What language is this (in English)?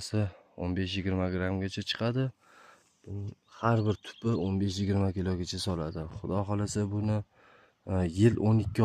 Uzbek